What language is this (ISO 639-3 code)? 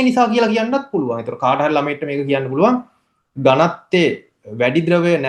sin